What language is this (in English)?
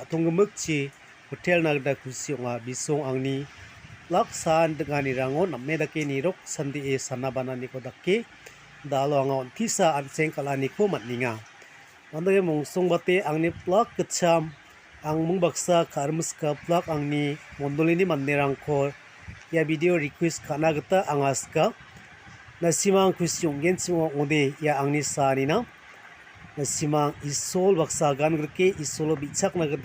Garo